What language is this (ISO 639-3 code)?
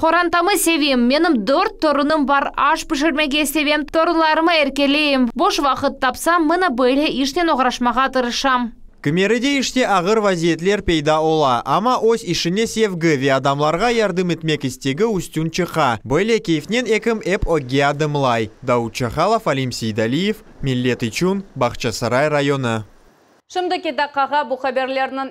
crh